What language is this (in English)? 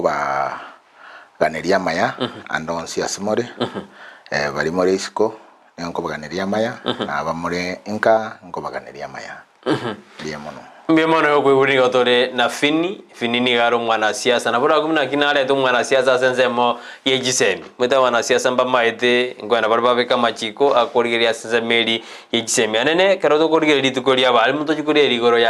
Gusii